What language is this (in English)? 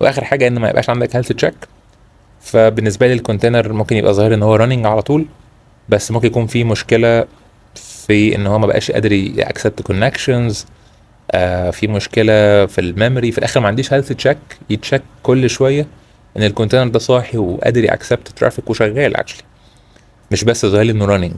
Egyptian Arabic